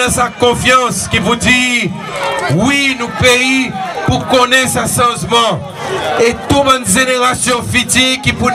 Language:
Seselwa Creole French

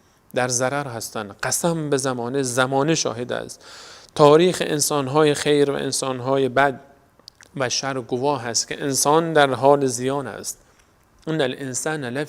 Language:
Persian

